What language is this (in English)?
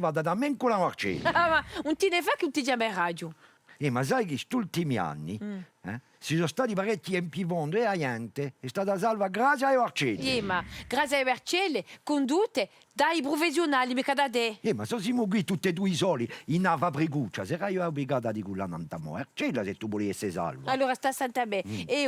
Corsican